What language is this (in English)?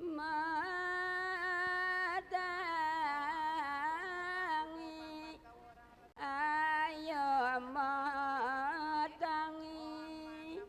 Balinese